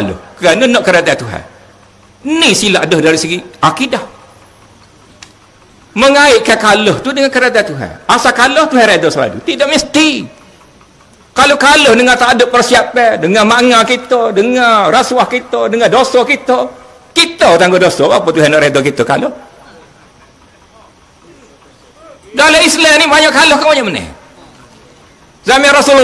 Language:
Malay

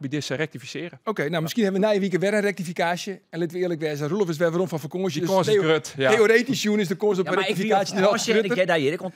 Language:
Western Frisian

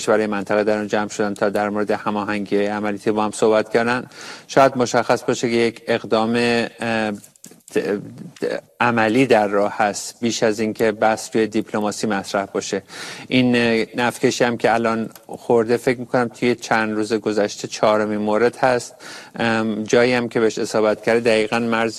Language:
Persian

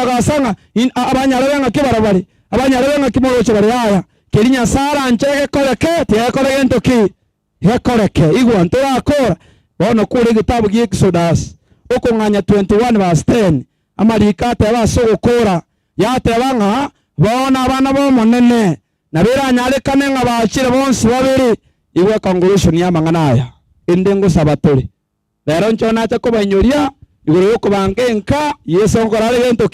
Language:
Gusii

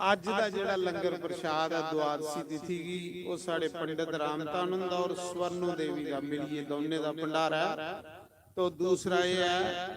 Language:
Dogri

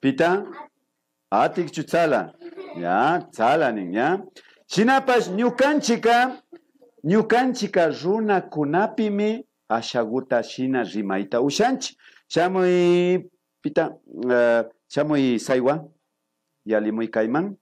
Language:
Imbabura Highland Quichua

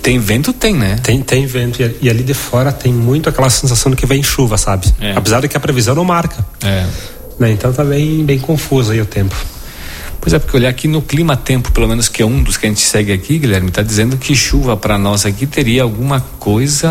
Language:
Portuguese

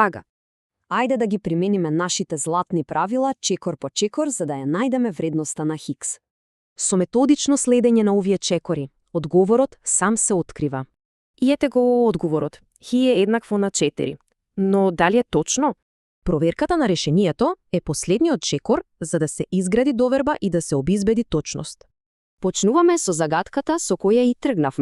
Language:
Macedonian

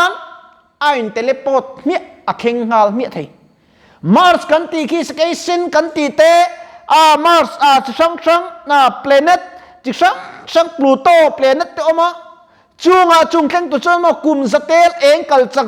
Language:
Mizo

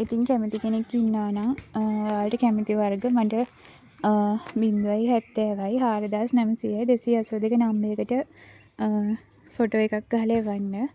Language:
Sinhala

